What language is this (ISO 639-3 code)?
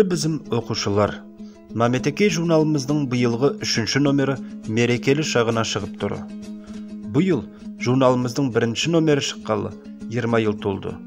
nog